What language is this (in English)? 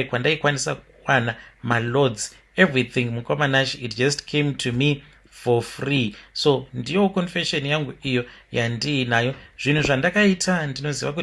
Shona